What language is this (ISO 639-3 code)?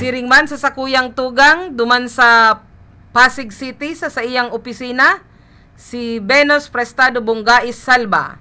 bik